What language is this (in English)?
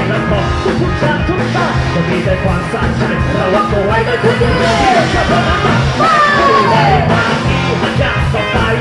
Thai